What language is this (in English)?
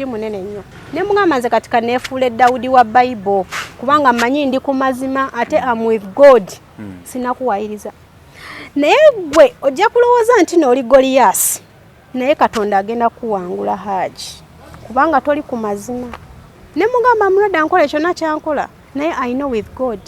Ganda